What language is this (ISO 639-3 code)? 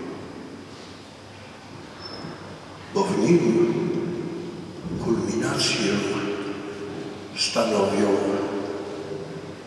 pol